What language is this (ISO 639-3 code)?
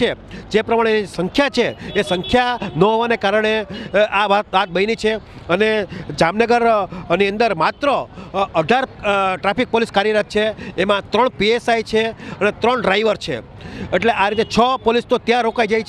guj